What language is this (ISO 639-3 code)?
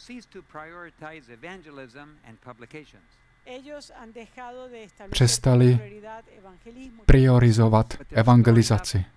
ces